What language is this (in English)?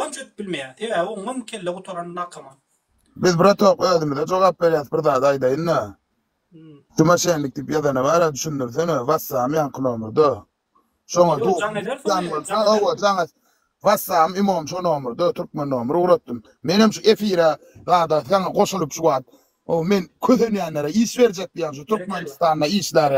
Turkmen